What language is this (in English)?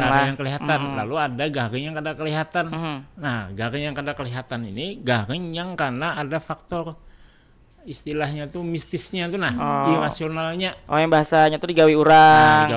Banjar